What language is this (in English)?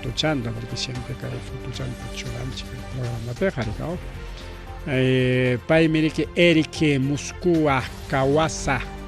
Ayacucho Quechua